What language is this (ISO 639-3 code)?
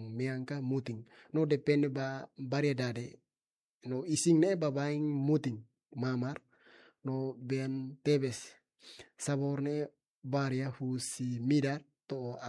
tet